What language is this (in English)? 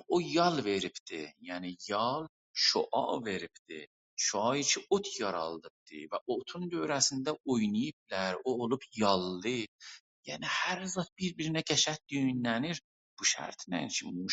South Azerbaijani